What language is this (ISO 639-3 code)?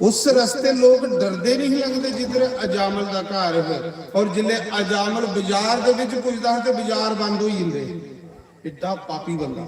doi